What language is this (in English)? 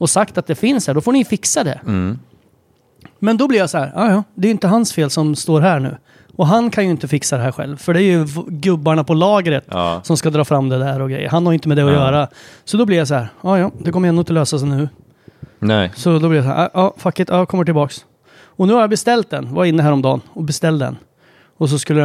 Swedish